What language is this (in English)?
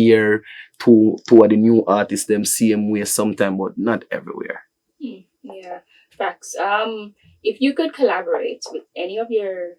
Jamaican Creole English